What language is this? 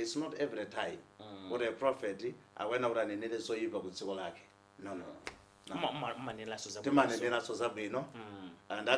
Nyanja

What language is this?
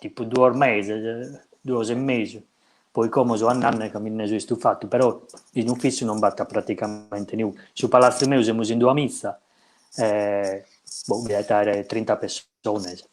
Sardinian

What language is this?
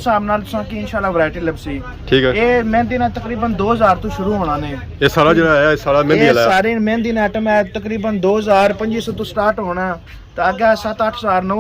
Pahari-Potwari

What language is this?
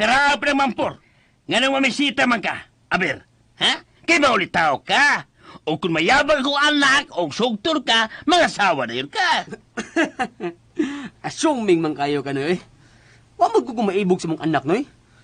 Cebuano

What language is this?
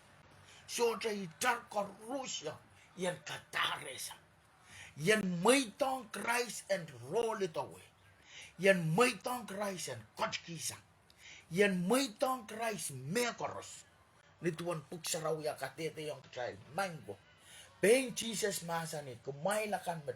Pohnpeian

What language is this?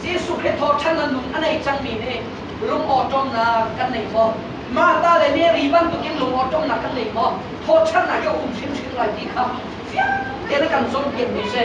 Hakha Chin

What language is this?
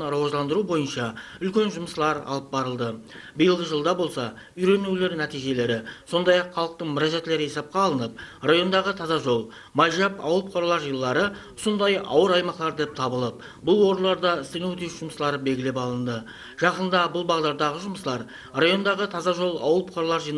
Kara-Kalpak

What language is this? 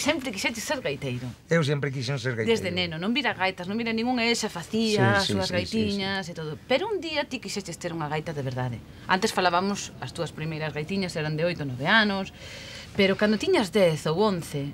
Galician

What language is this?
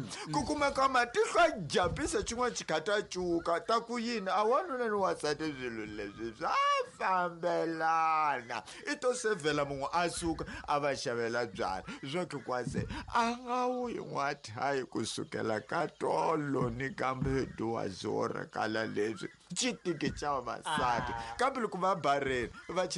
Tsonga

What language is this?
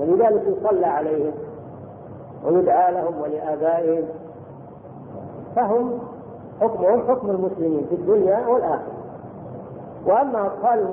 Arabic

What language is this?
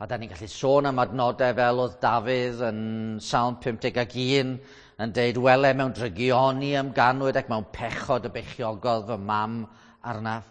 Welsh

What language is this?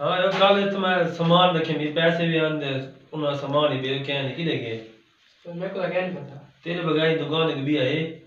Saraiki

